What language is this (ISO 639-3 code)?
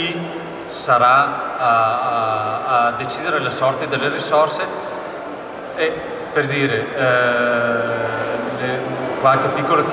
ita